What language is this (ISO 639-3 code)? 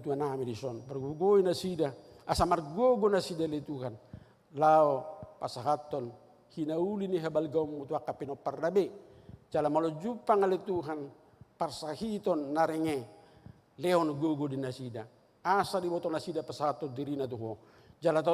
bbc